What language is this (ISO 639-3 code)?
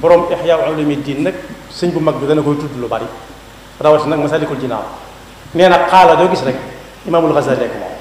wol